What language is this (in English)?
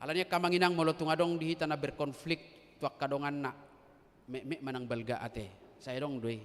Batak Toba